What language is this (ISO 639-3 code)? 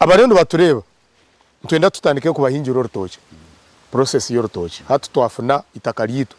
nyn